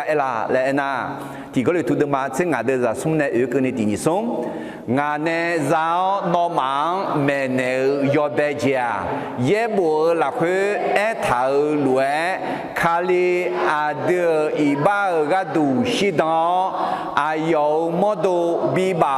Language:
Akha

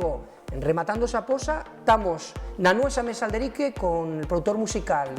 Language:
Asturian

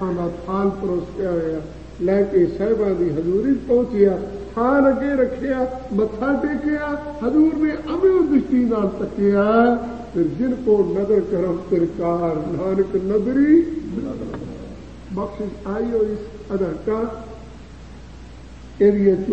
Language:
Punjabi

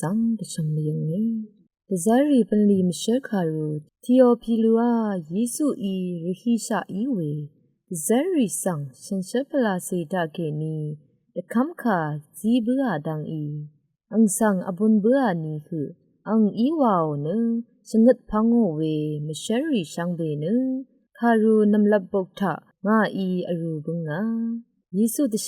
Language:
Rawang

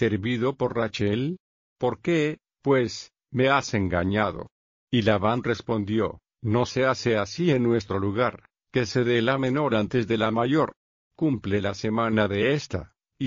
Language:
Spanish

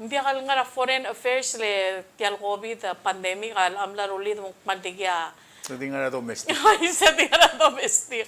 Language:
Palauan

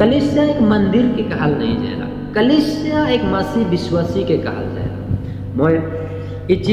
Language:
Sadri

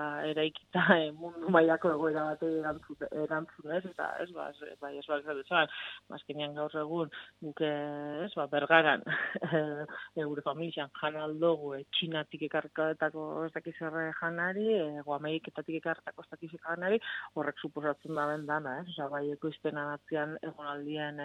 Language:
Basque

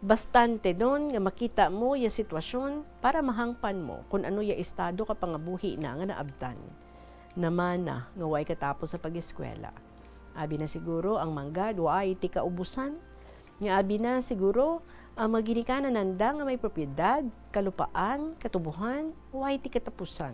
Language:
Hiligaynon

